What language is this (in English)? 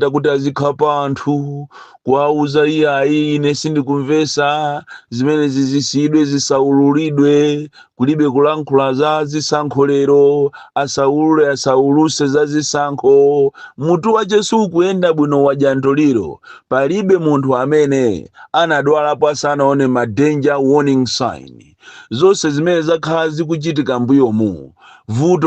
Nyanja